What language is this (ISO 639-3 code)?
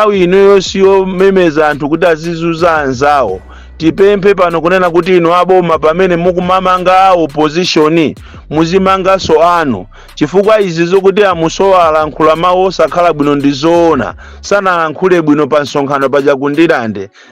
nya